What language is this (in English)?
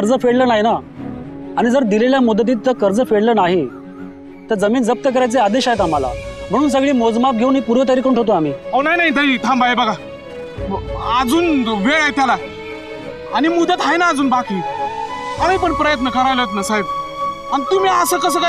Marathi